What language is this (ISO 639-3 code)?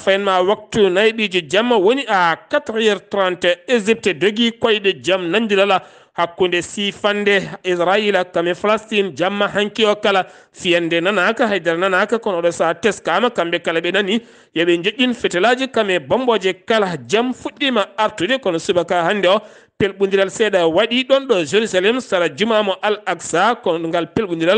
ful